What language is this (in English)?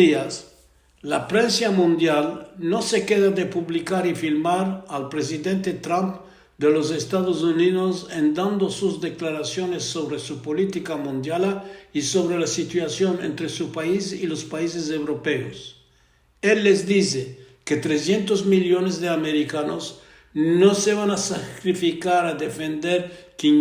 Ladino